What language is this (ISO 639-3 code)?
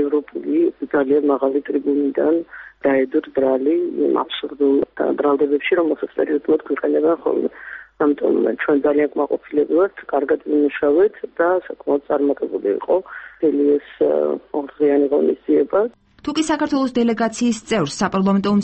kat